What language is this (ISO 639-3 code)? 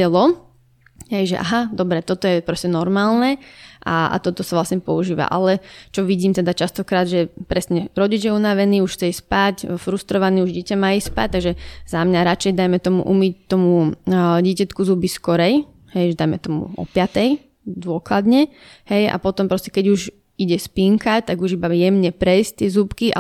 slk